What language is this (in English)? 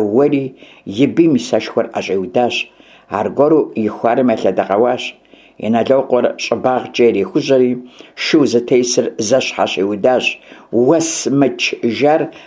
Kabardian